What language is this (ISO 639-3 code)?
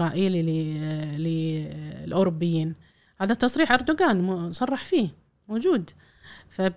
afb